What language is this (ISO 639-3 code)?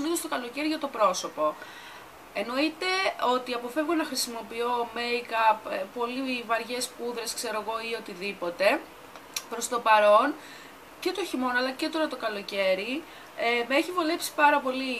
ell